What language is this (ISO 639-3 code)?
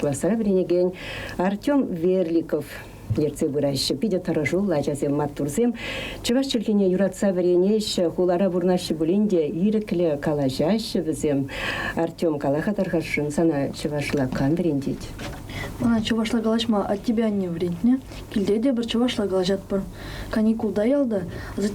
chv